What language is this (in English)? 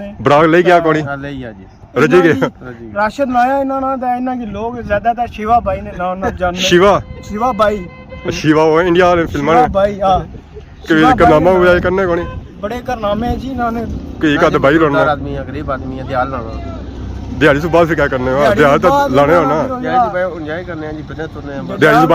Pahari-Potwari